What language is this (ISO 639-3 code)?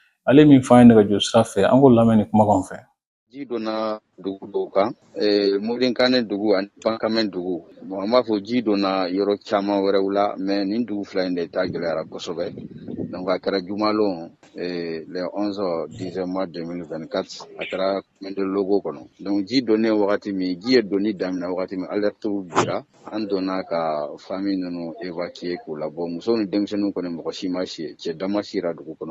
bam